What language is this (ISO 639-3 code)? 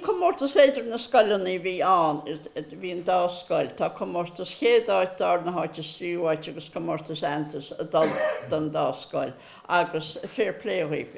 gle